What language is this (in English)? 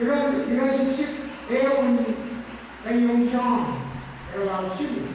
Pohnpeian